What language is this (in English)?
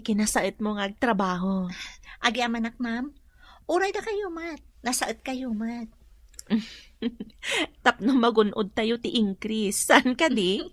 Iloko